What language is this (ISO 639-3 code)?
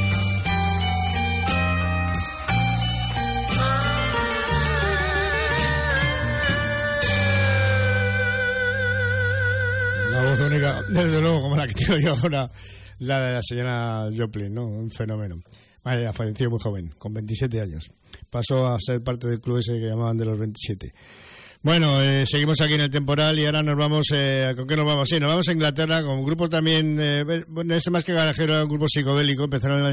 spa